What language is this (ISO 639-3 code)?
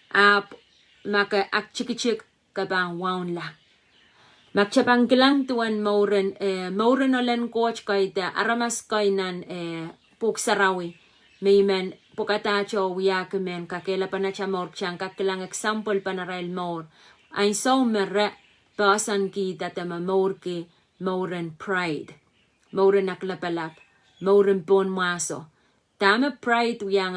pon